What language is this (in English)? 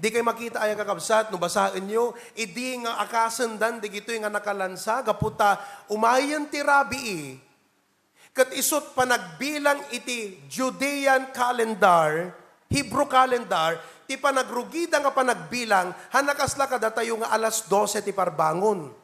Iloko